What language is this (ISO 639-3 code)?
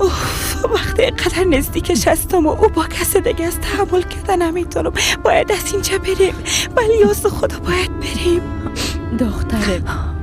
fas